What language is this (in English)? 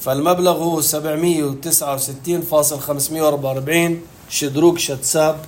North Levantine Arabic